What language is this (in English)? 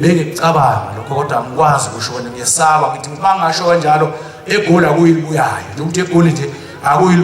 Zulu